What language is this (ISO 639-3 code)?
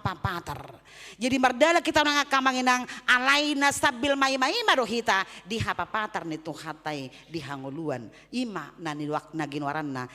bbc